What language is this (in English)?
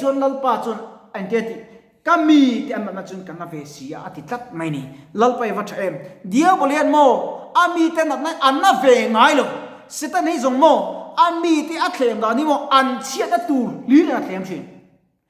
Mizo